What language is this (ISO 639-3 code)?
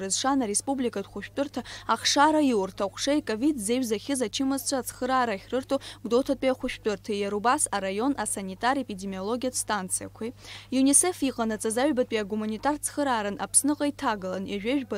abk